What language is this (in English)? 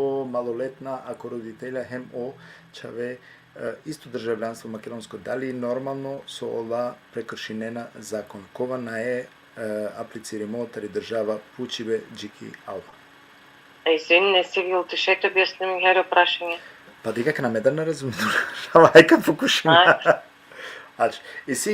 Balkan Romani